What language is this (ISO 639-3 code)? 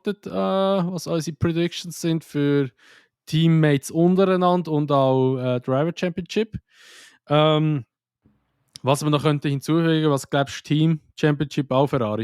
gsw